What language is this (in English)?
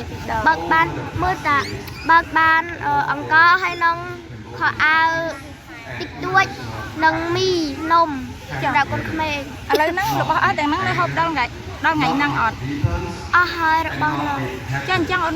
Khmer